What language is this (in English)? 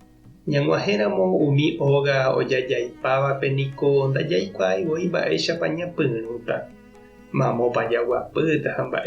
Guarani